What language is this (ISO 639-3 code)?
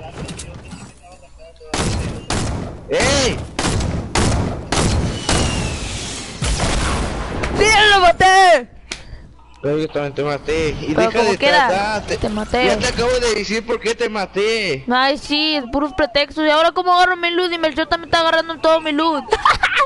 spa